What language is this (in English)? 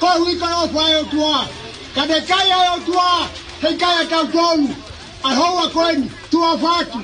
Tongan